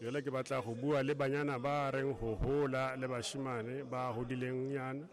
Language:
Southern Sotho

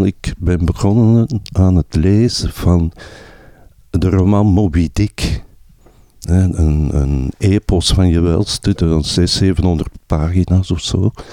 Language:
Dutch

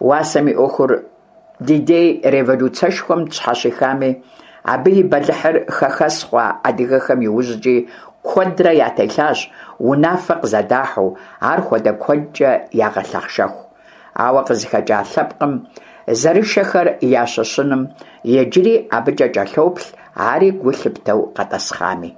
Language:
Kabardian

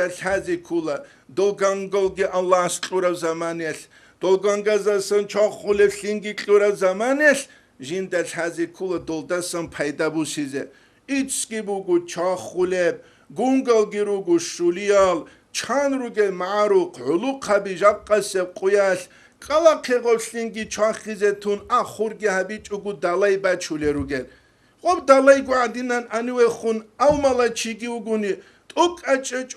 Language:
Avaric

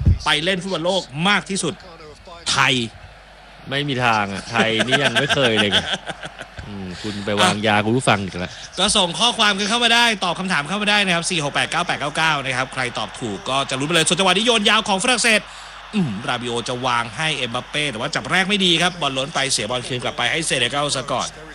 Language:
Thai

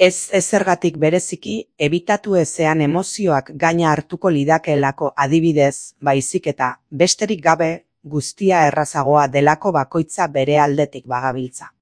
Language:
Basque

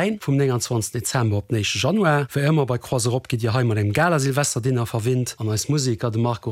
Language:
Luxembourgish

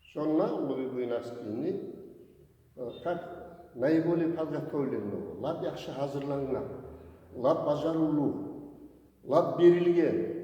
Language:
Kumyk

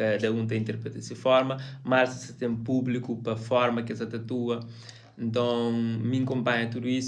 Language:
Kabuverdianu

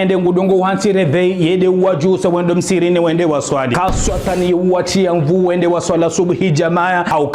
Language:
Ngazidja Comorian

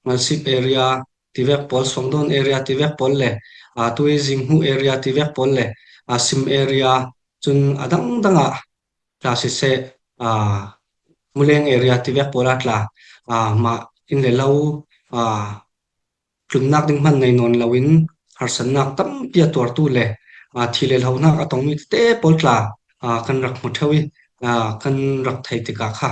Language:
Falam Chin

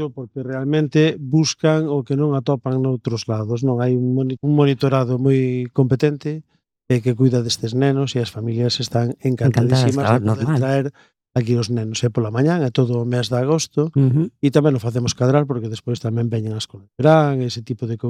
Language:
Galician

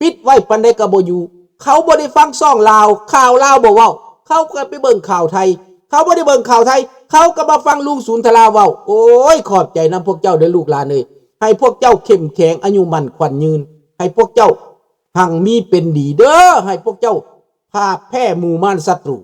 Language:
Lao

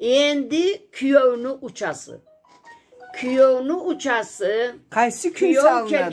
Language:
Karachay-Balkar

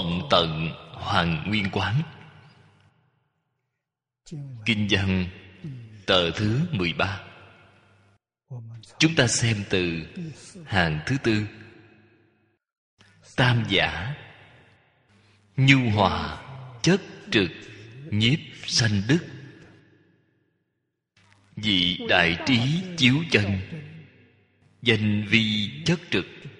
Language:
Vietnamese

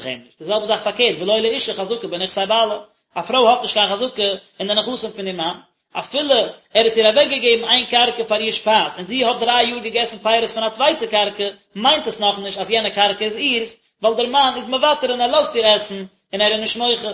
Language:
Yiddish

